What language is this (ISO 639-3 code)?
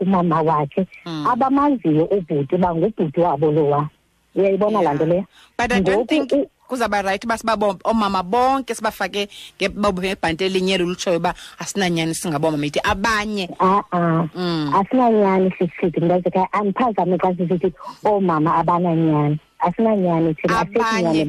xho